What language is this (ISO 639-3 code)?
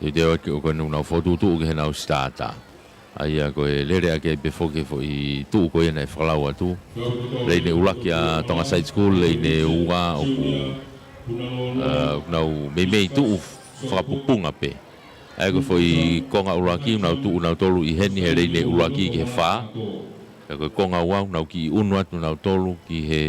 ton